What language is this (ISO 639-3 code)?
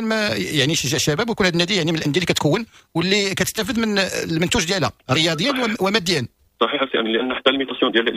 ary